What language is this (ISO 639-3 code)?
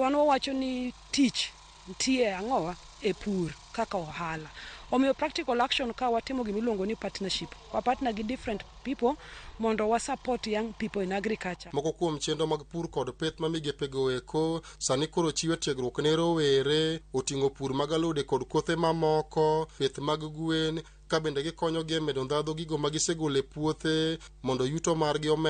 luo